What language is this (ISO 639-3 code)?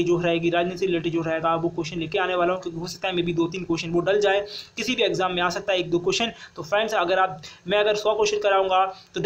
hin